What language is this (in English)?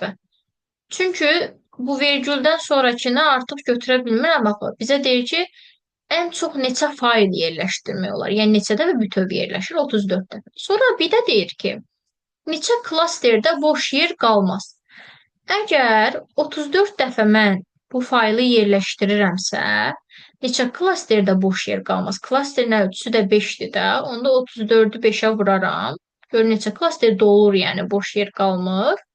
Azerbaijani